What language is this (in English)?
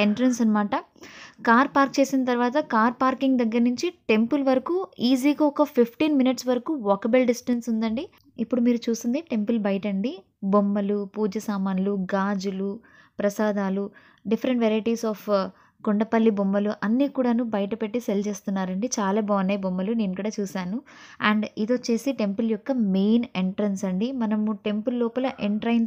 Telugu